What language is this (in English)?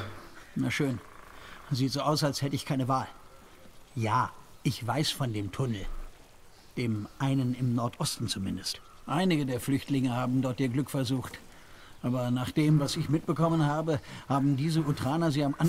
German